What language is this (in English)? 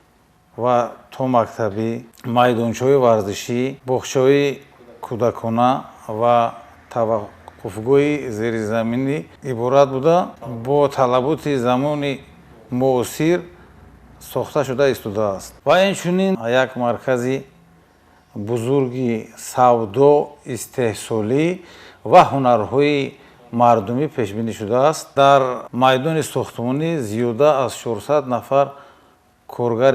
Tajik